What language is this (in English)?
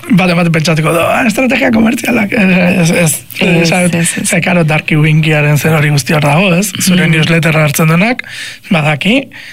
Basque